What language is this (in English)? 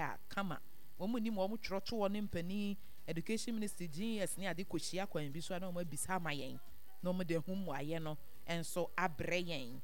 Akan